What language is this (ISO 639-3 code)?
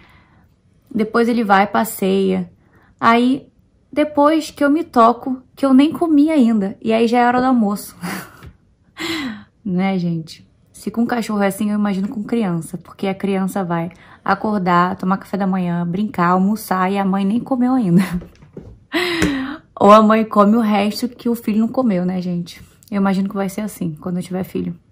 por